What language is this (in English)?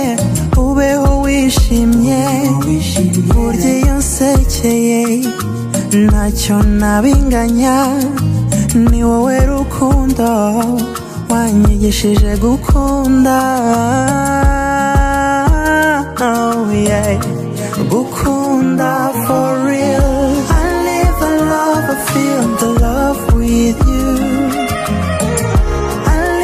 Kinyarwanda